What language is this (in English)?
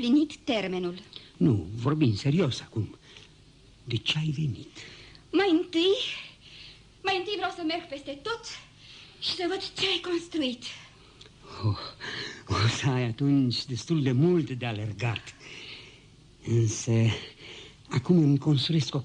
Romanian